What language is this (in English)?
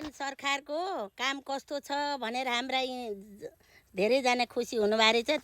Nepali